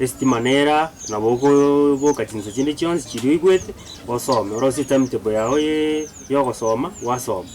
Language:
Gusii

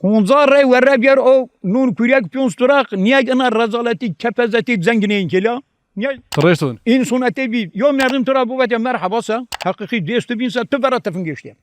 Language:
Zaza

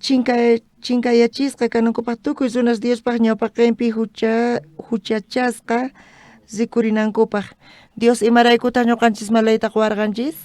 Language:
South Bolivian Quechua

